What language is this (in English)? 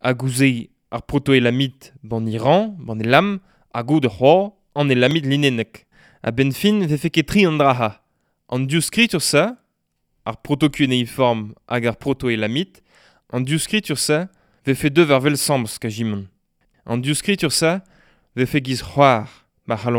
Breton